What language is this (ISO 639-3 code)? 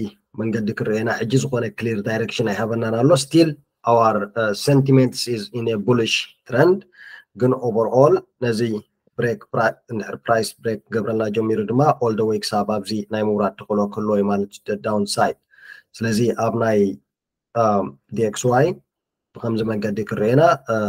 tir